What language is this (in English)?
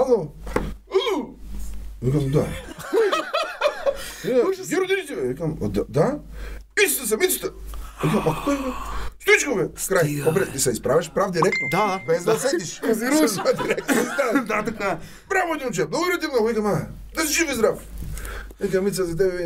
Bulgarian